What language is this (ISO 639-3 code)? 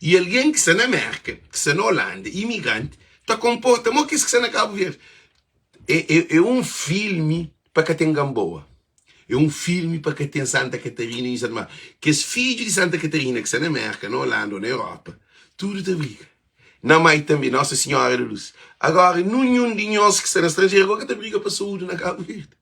kea